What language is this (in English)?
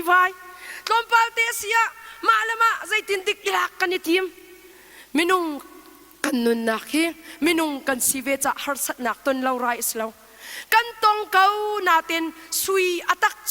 Hakha Chin